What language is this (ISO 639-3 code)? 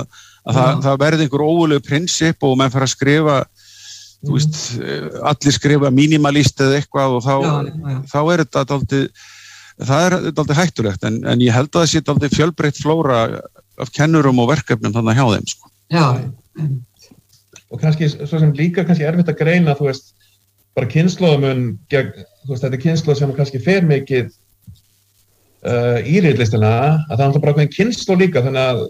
isl